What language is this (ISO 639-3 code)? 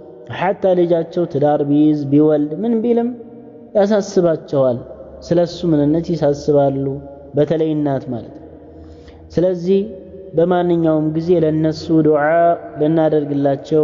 amh